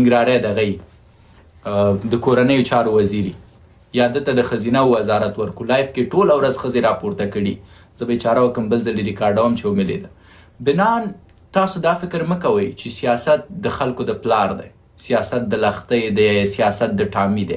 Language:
Pashto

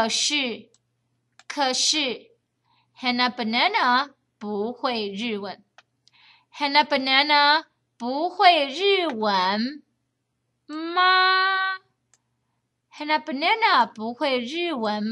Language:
Chinese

